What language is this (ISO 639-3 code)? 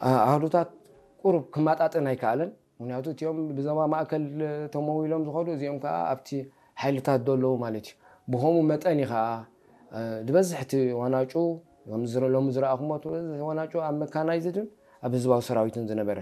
tir